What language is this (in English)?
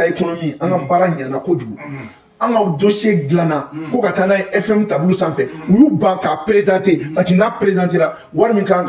Bambara